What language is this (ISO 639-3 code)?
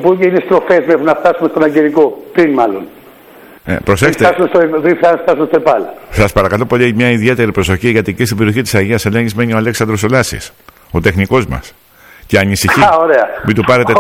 ell